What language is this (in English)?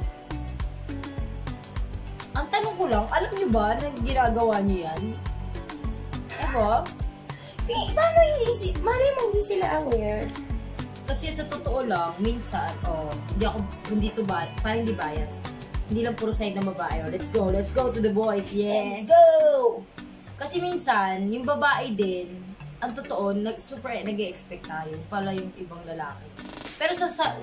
Filipino